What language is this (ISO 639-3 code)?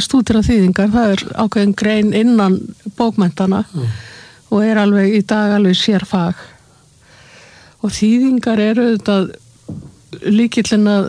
isl